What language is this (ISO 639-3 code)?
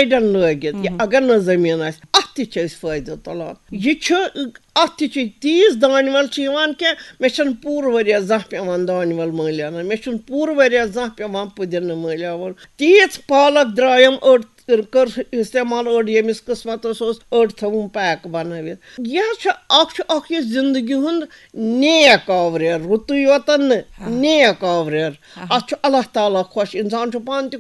kas